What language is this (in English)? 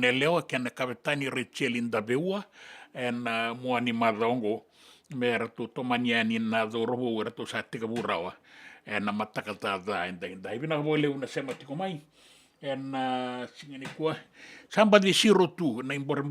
Fijian